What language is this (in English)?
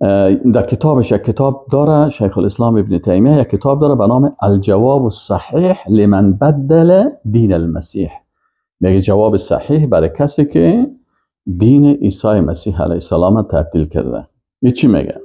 Persian